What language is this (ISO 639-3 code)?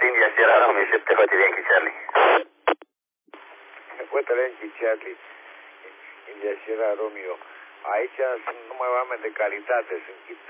ron